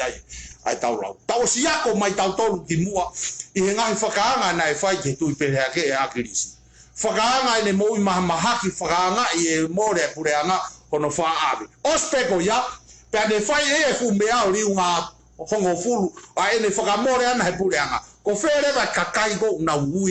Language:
Tongan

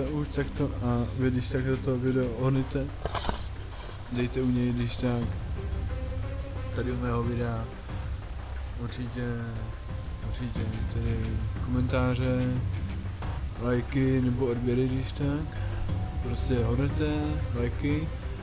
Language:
Czech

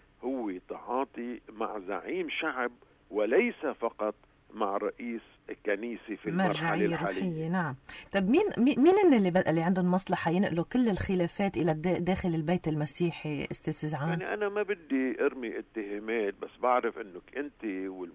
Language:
North Levantine Arabic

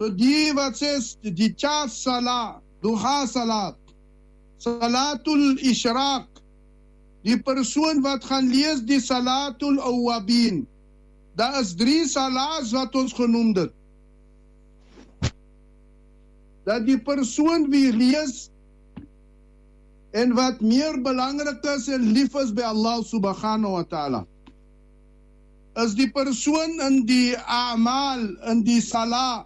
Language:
Afrikaans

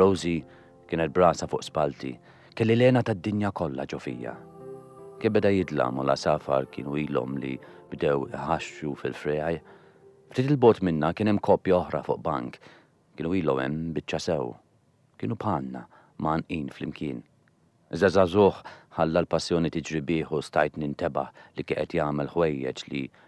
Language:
Maltese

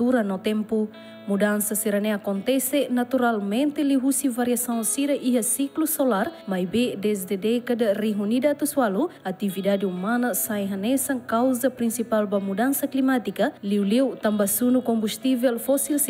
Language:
Tetum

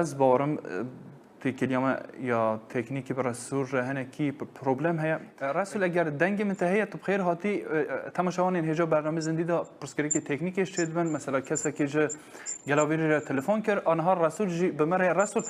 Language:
Kurdish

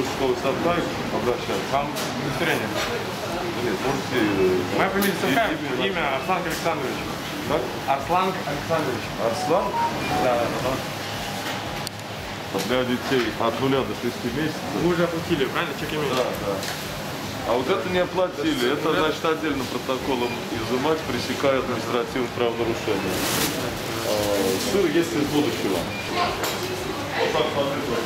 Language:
Russian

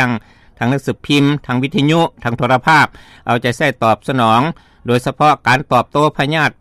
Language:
Lao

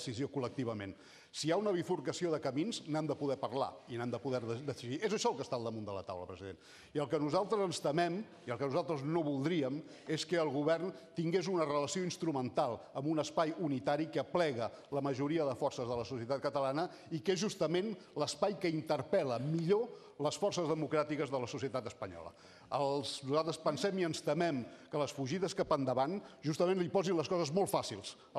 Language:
Catalan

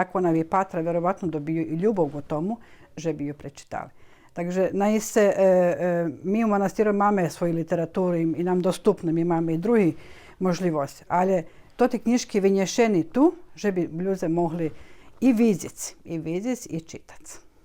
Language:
Rusyn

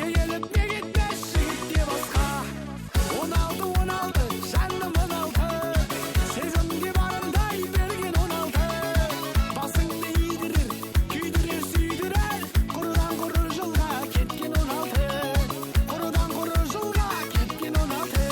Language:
Kara-Kalpak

